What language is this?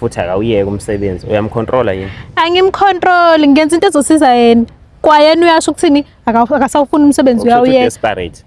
Zulu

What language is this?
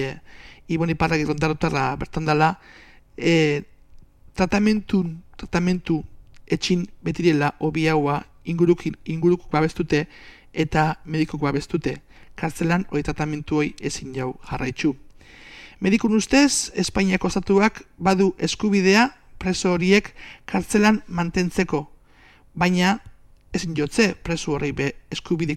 Basque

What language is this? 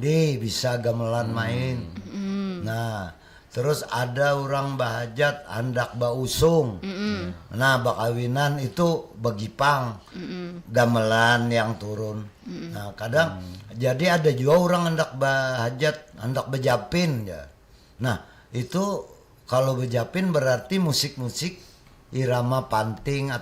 Banjar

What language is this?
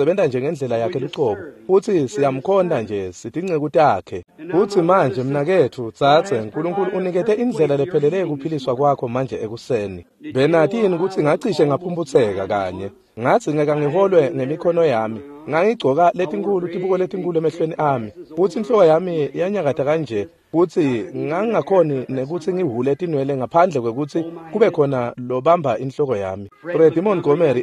Swati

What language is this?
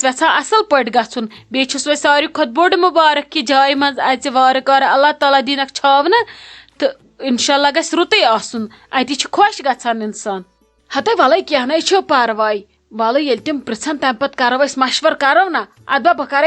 Kashmiri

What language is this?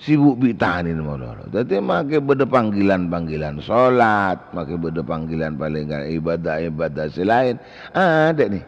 Madurese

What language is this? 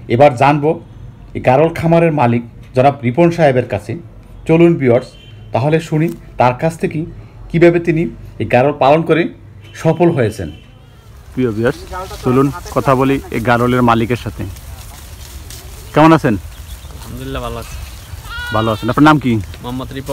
Bangla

